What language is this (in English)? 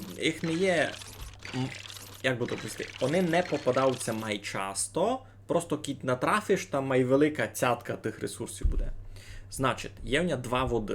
Rusyn